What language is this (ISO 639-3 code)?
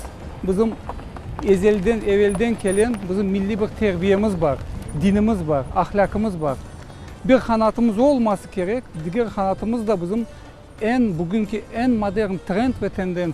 crh